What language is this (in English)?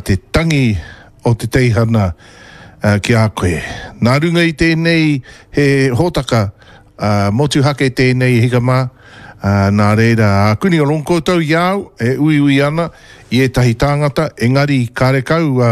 Māori